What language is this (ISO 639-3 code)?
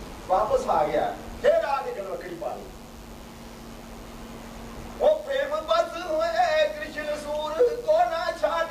pan